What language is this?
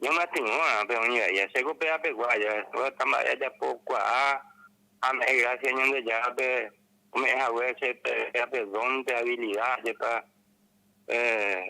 Guarani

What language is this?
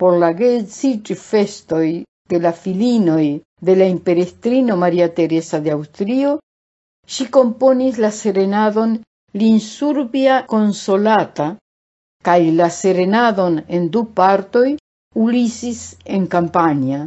Esperanto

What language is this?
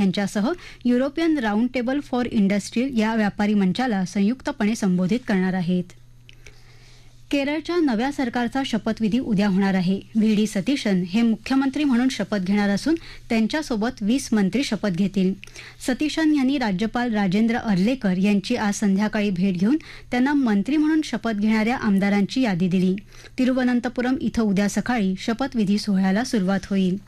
Marathi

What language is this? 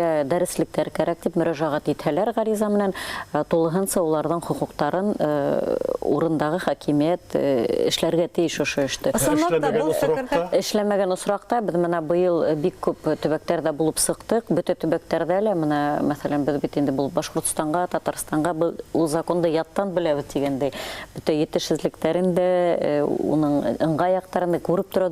Bashkir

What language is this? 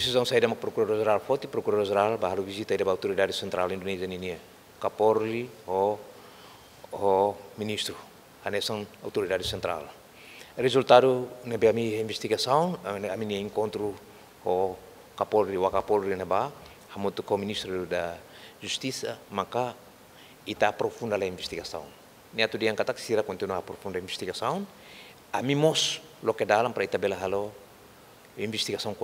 Tetum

